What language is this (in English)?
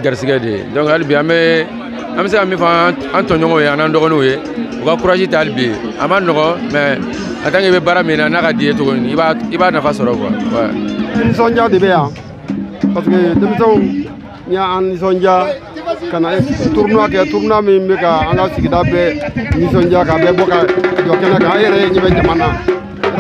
Bambara